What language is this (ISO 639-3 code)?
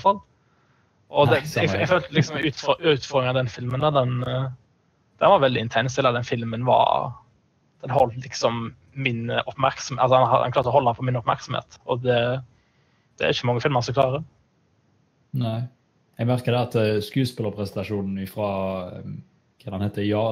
nor